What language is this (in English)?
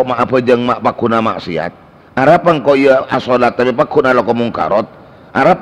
Madurese